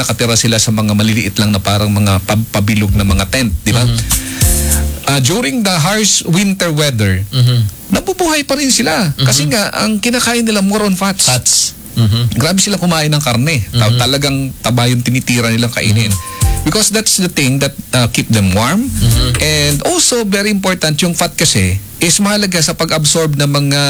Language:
Filipino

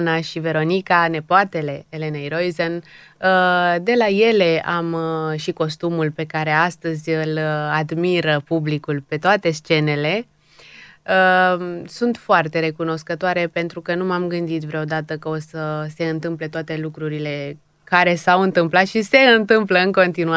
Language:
Romanian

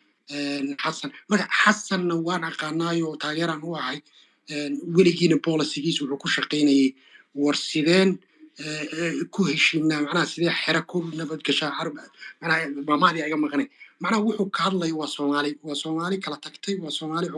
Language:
Somali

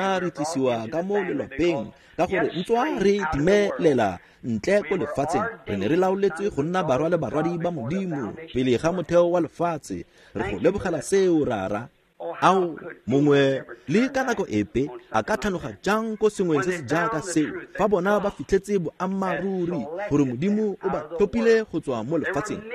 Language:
Tswana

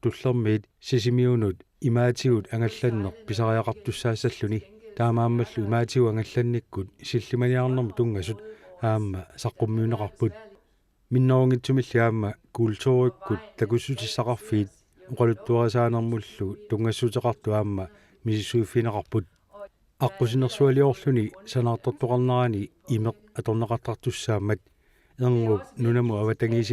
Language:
Kalaallisut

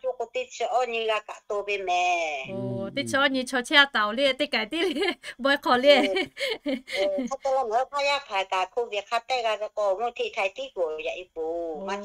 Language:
Lahu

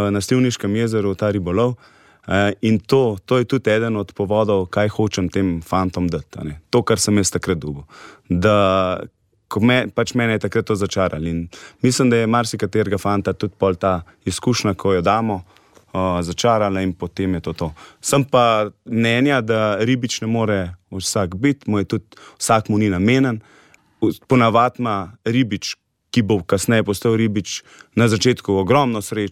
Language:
Slovenian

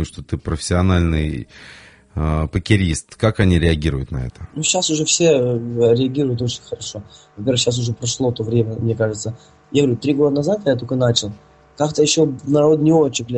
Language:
Russian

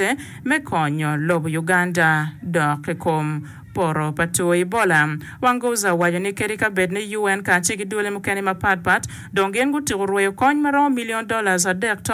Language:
Acoli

